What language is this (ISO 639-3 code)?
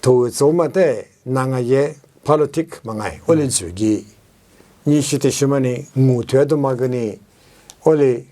lis